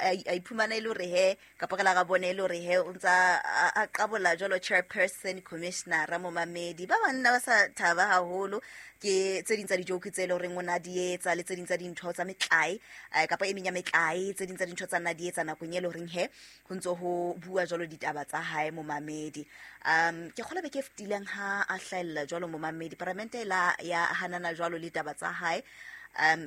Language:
Southern Sotho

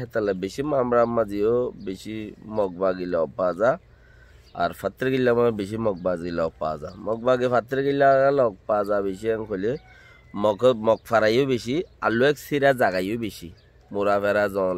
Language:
Rohingya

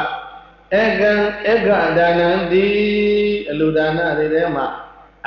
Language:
Burmese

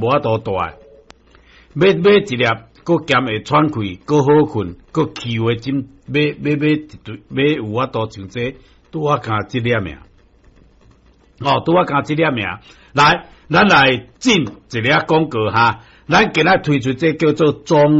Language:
Min Nan Chinese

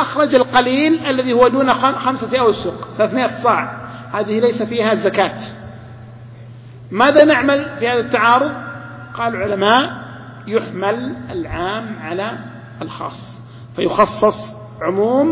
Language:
Arabic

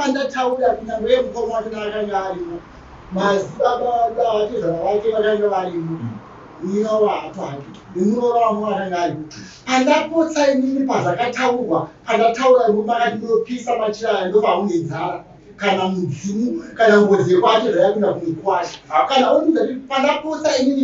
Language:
Shona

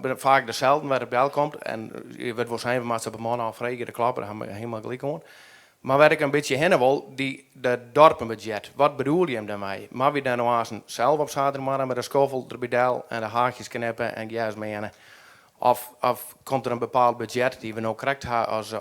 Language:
Western Frisian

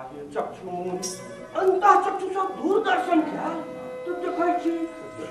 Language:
Maithili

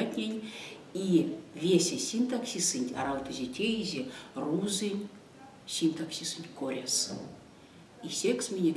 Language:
Erzya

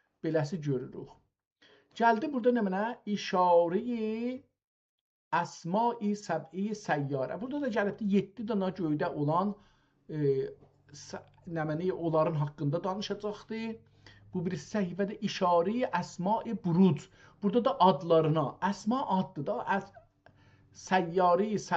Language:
South Azerbaijani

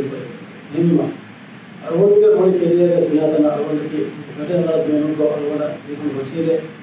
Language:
Divehi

